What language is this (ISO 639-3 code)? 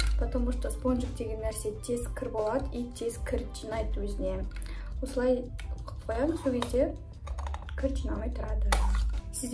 kaz